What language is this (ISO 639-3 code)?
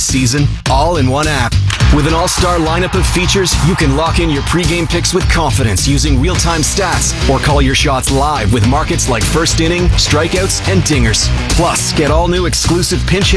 eng